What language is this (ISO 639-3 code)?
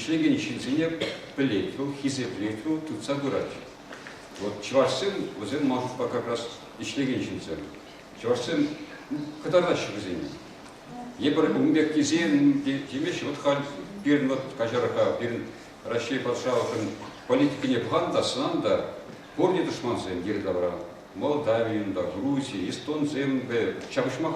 chv